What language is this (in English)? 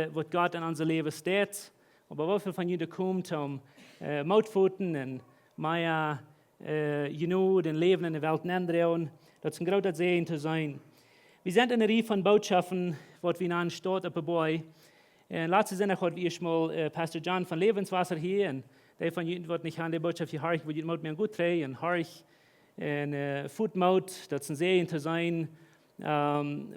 Plautdietsch